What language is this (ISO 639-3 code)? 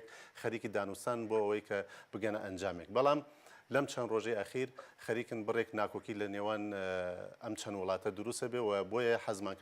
ckb